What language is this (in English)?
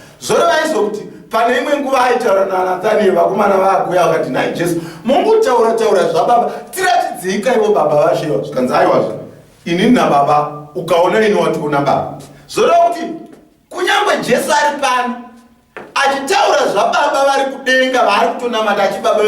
Shona